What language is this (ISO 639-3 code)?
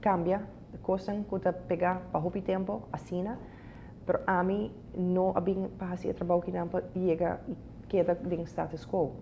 pap